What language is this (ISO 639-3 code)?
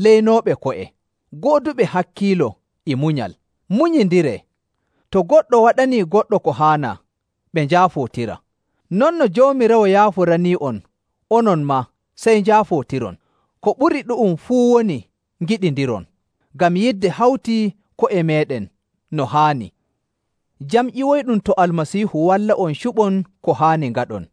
fuv